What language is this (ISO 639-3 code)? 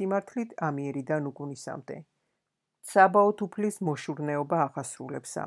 kat